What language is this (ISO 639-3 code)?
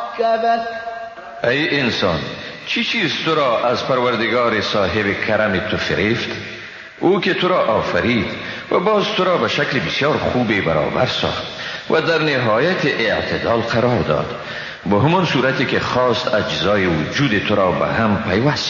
fas